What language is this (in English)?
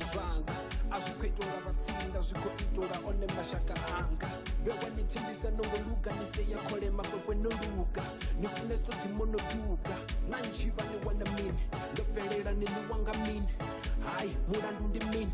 Venda